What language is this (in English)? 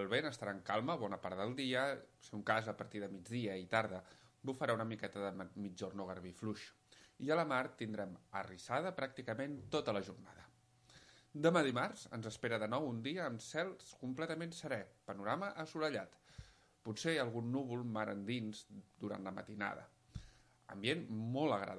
Catalan